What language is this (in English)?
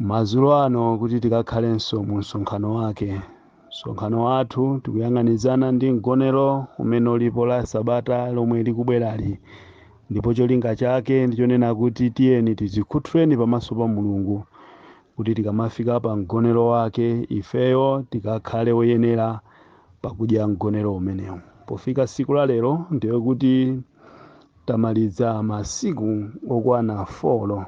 Nyanja